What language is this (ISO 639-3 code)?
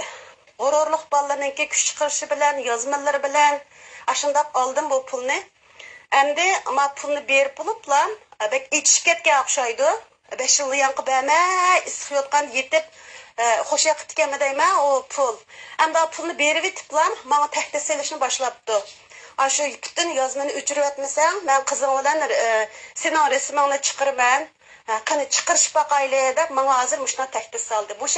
uig